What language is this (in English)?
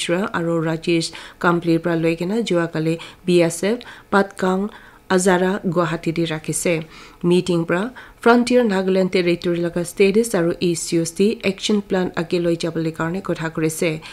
Naga Pidgin